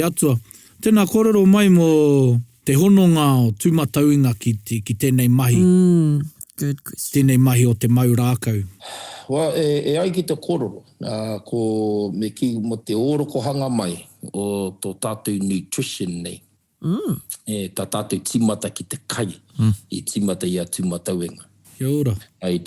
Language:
Māori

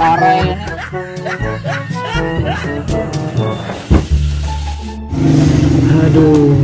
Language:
Banjar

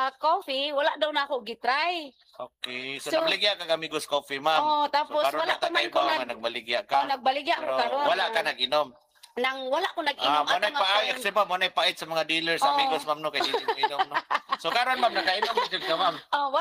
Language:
Cebuano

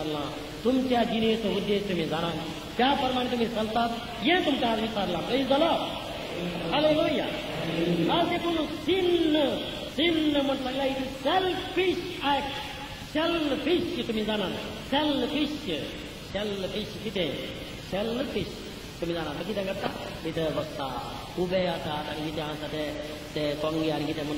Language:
Konkani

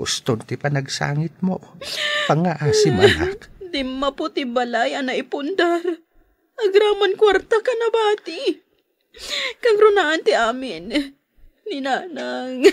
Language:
Iloko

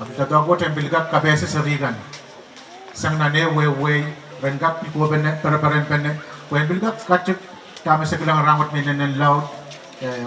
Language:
Pohnpeian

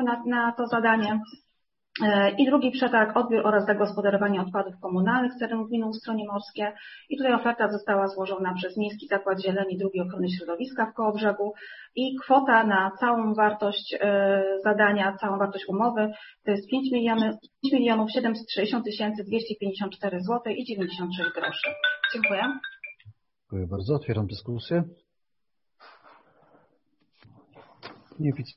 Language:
Polish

